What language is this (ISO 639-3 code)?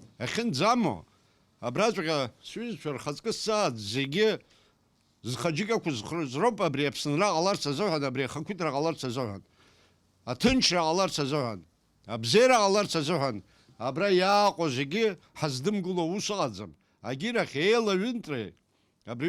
abk